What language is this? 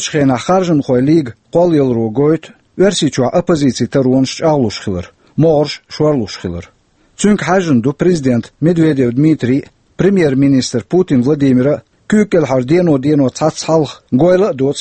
Chechen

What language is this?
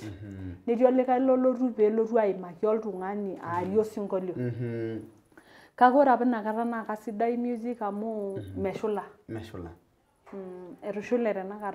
Masai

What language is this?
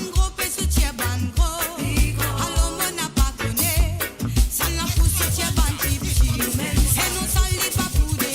Morisyen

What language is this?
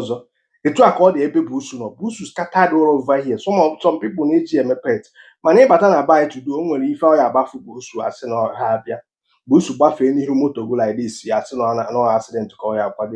Igbo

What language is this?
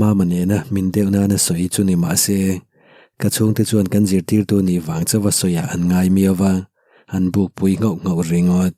Mizo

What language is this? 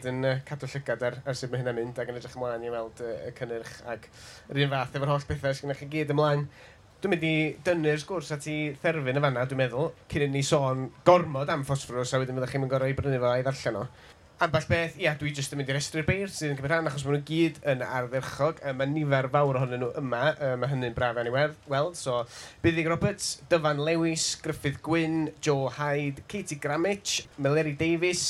Welsh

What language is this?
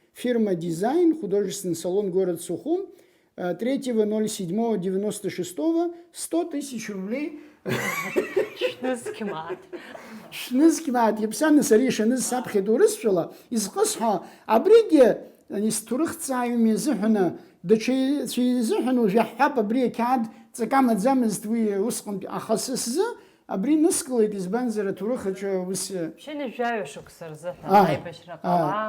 Abkhazian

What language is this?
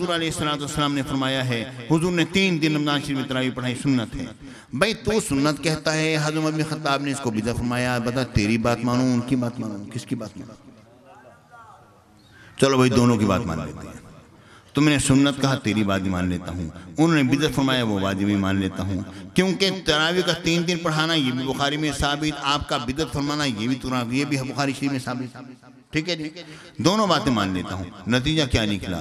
Urdu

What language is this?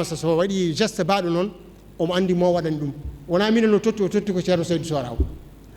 Fula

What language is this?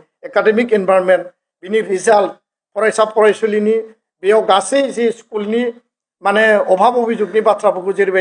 Bodo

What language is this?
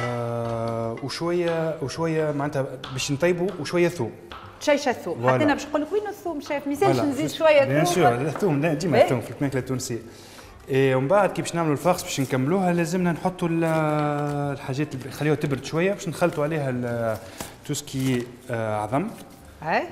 Tunisian Arabic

